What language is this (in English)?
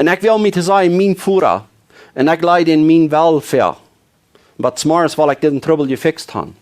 Plautdietsch